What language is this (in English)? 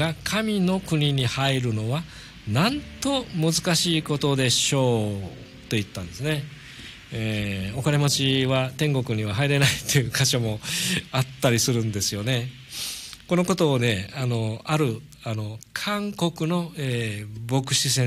Japanese